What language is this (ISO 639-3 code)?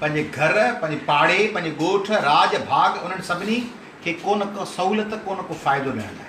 snd